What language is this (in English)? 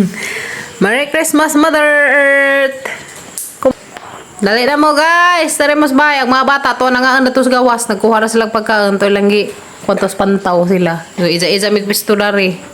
Cebuano